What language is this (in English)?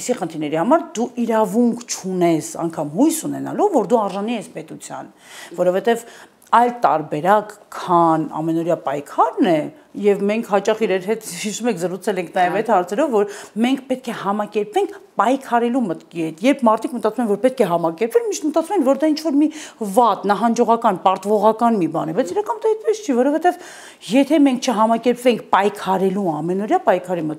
Armenian